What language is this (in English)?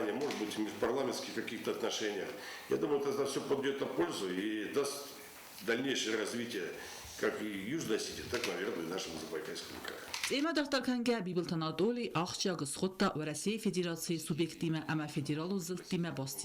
Ossetic